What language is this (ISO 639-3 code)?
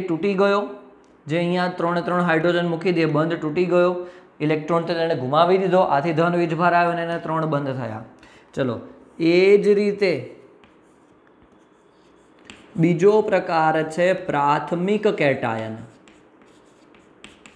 guj